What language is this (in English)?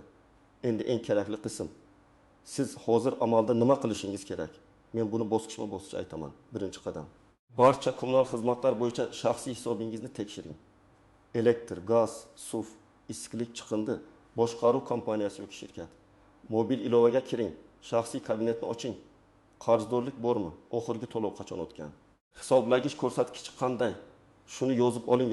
Uzbek